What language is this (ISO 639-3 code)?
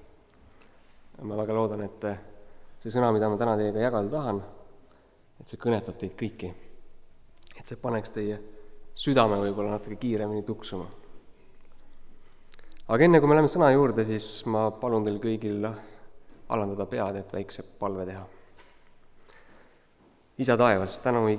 est